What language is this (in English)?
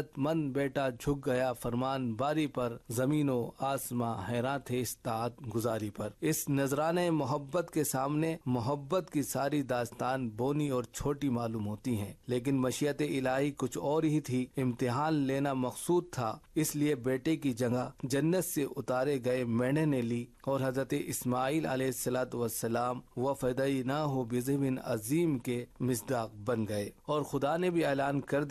Urdu